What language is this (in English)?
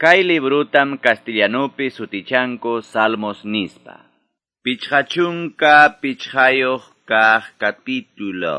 Quechua